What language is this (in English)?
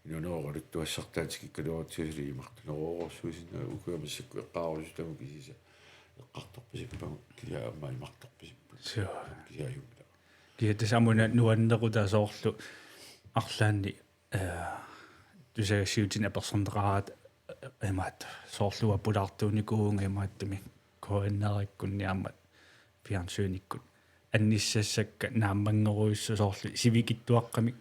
Kalaallisut